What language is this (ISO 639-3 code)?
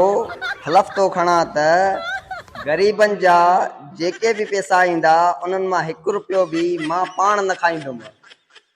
snd